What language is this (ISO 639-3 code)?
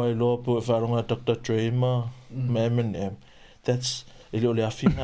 smo